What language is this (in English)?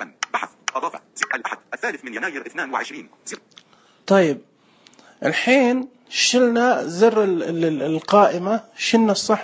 Najdi Arabic